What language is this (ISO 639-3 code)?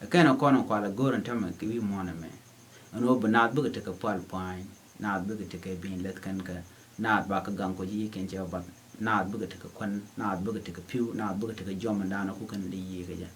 nus